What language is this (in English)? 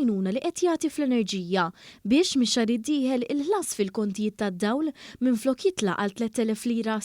Maltese